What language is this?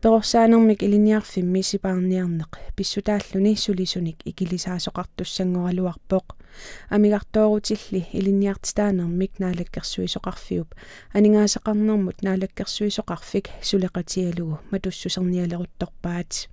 Kalaallisut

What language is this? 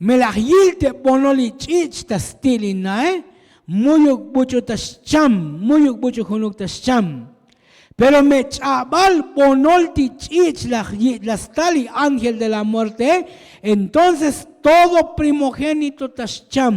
Tzotzil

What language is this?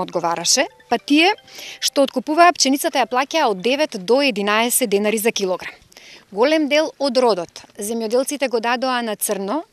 Macedonian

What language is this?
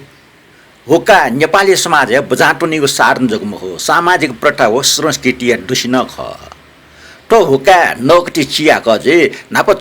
Newari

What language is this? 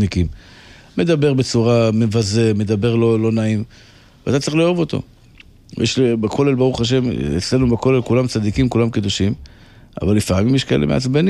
Hebrew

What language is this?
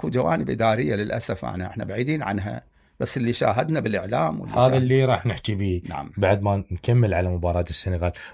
Mesopotamian Arabic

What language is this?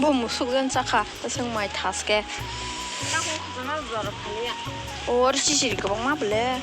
Kok Borok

